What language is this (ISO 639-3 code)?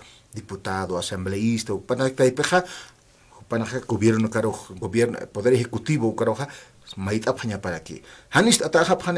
aym